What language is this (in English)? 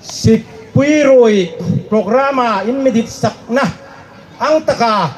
Hmar